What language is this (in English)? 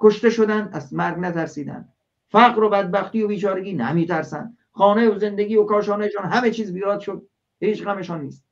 Tajik